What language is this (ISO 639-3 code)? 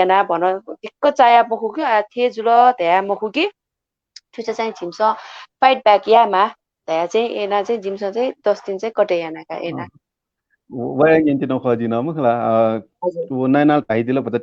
new